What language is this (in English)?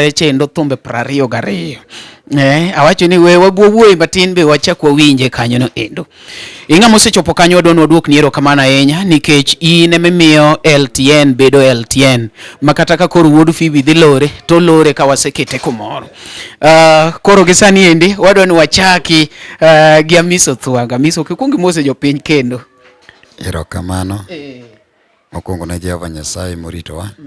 Luo (Kenya and Tanzania)